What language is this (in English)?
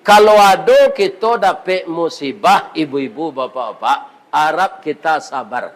Minangkabau